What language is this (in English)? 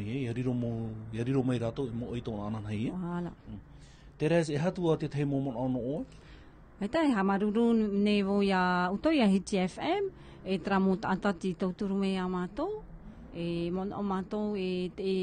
Tahitian